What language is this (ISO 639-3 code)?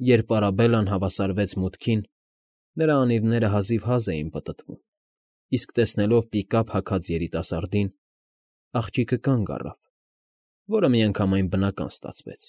hye